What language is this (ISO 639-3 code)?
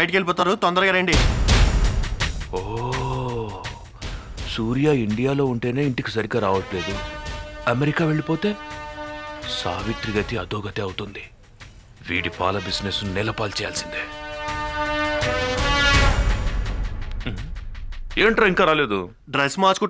tel